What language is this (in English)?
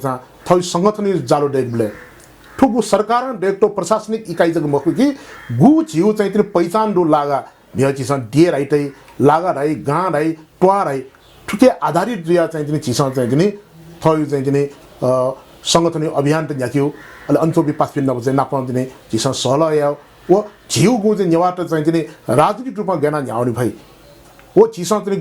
Newari